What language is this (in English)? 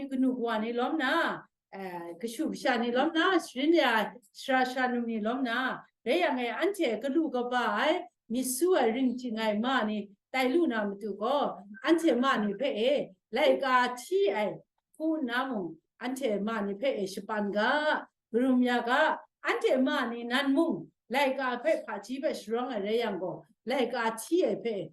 Kachin